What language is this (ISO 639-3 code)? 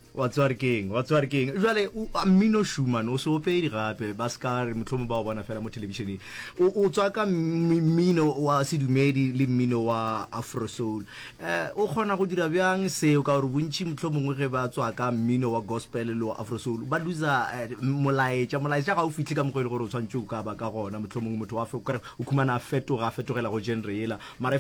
nso